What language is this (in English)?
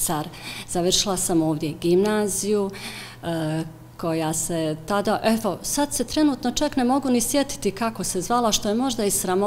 Bosnian